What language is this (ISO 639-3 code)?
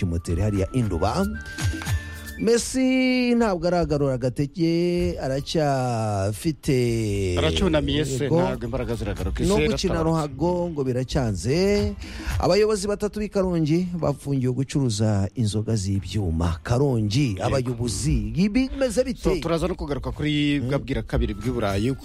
kin